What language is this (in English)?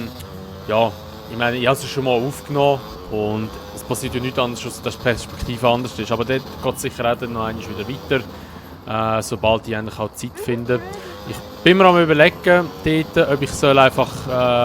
Swiss German